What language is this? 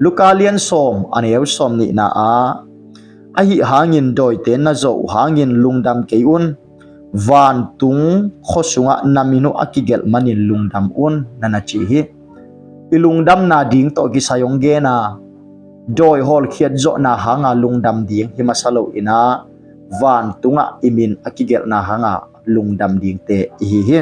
Tedim Chin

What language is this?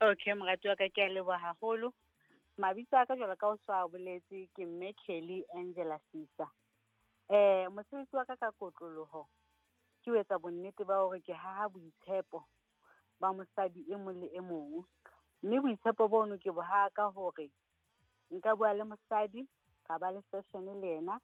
Southern Sotho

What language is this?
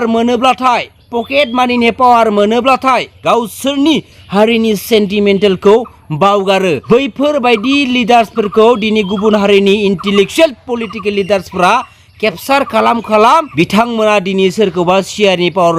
Bodo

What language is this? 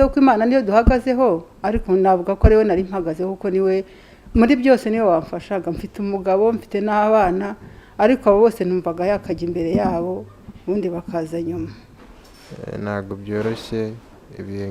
Kinyarwanda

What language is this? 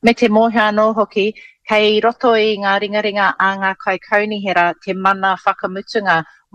Māori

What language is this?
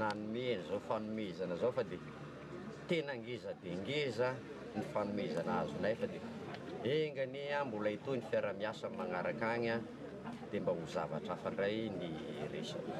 Malagasy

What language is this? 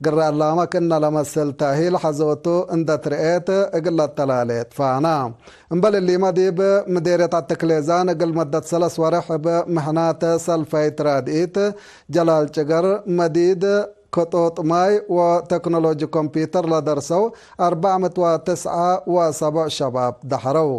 Tigre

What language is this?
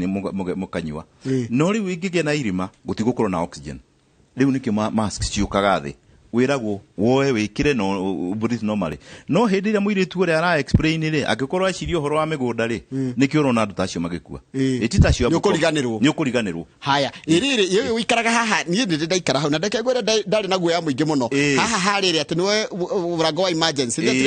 Kikuyu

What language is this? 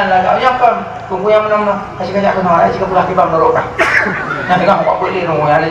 Achinese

